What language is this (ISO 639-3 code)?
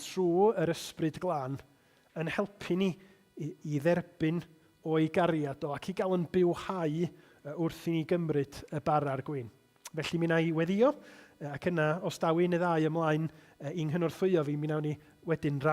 cym